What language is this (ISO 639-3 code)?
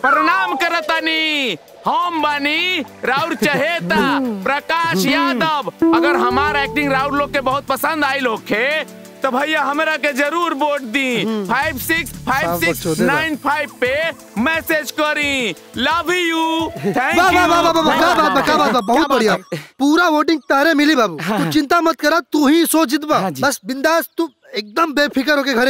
bho